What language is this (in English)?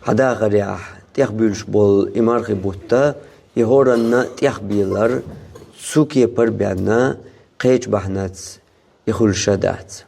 Chechen